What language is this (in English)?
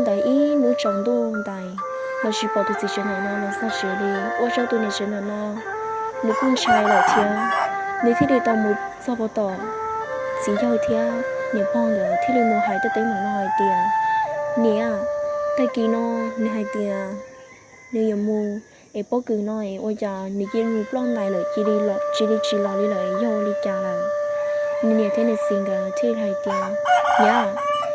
Hmong